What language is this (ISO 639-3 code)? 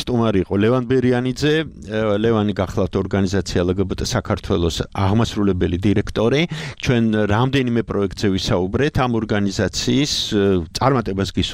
kat